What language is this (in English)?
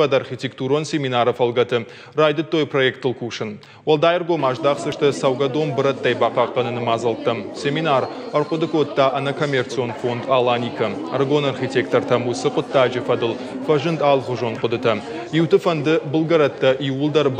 Ossetic